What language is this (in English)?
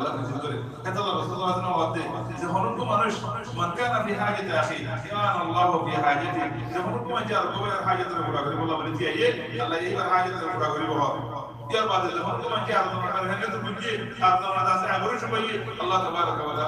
Rohingya